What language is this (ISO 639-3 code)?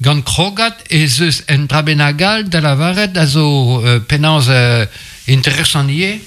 bre